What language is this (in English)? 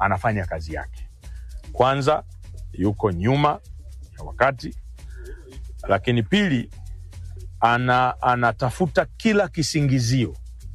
Swahili